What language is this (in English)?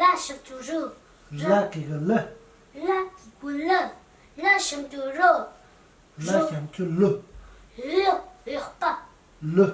Tibetan